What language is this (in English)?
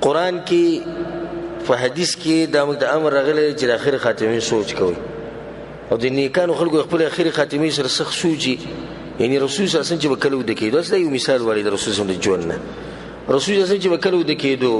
Pashto